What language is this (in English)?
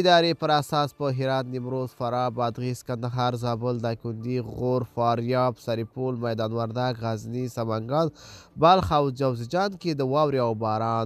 Pashto